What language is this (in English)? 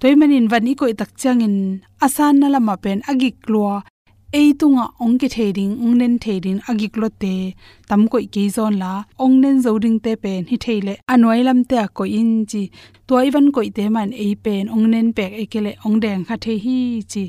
Tedim Chin